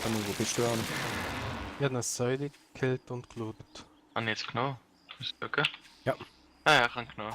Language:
Swiss German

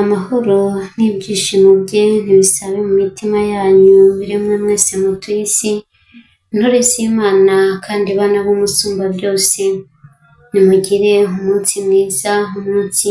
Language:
Kinyarwanda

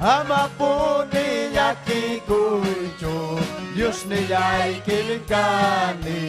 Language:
Ayacucho Quechua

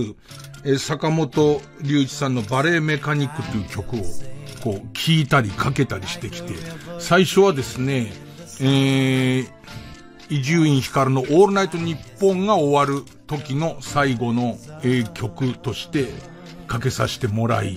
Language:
Japanese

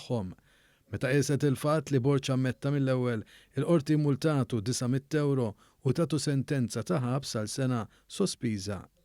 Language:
Maltese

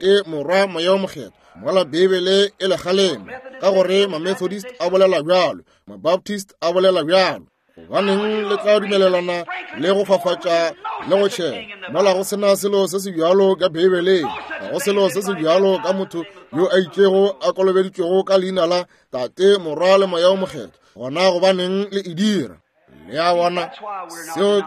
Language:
Northern Sotho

